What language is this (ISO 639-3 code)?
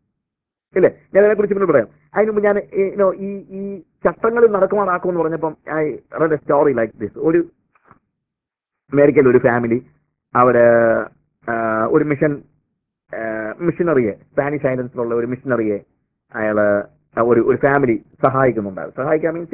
mal